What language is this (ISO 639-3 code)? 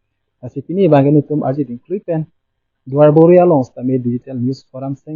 mjw